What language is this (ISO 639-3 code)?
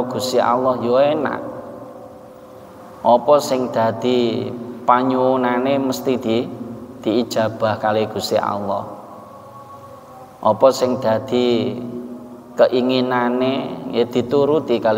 jav